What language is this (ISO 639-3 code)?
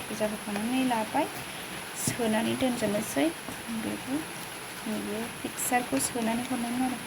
brx